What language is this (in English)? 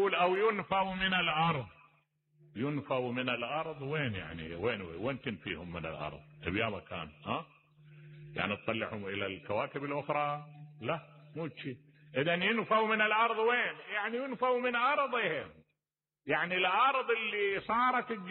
Mesopotamian Arabic